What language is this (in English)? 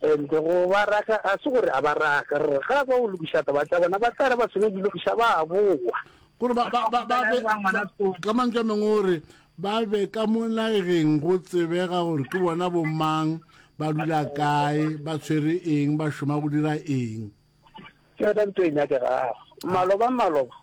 Northern Sotho